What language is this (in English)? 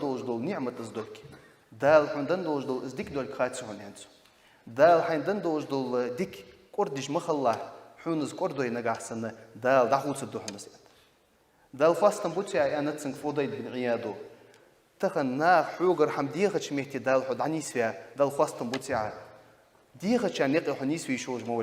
Ingush